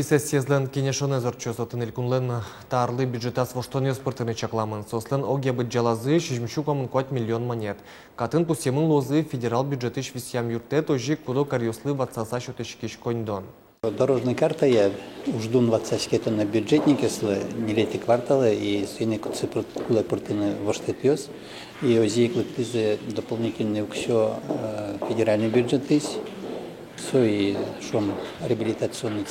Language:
Udmurt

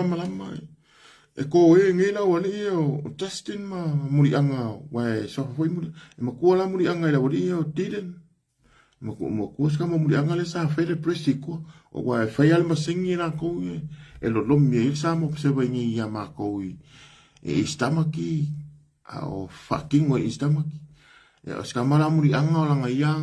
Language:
Samoan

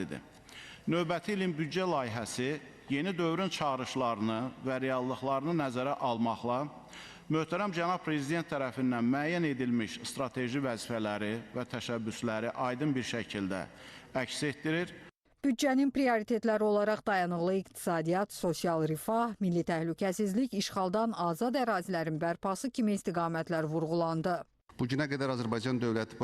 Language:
Azerbaijani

